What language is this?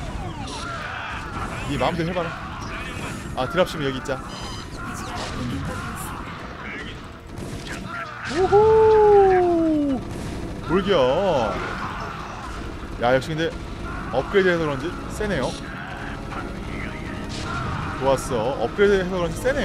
Korean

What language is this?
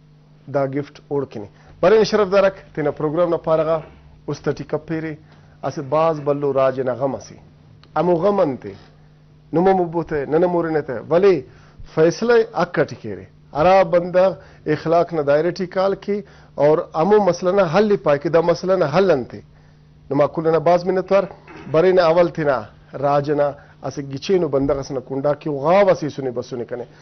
Brahui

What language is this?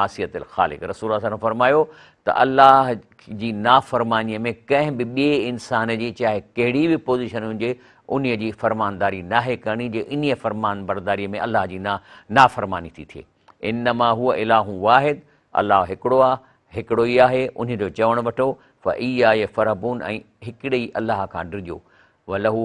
Sindhi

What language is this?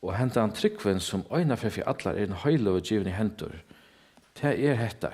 Faroese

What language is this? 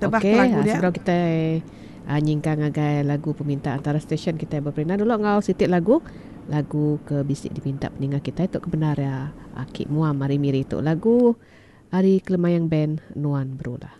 Iban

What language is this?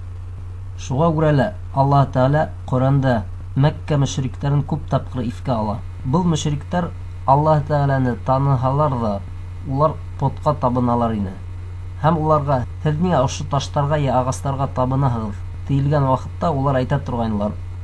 Bashkir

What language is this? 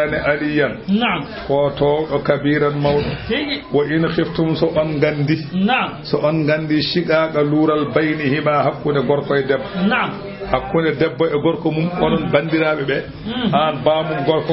Fula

